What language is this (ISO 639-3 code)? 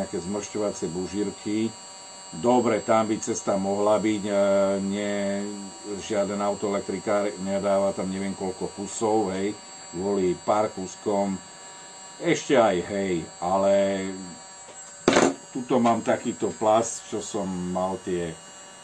slk